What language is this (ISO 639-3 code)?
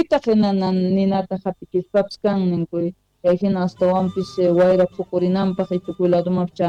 que